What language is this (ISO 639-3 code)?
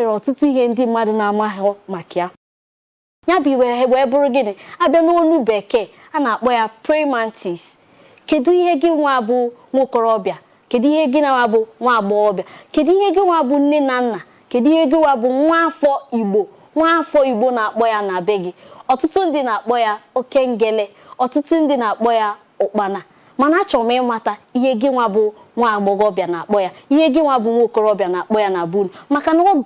ibo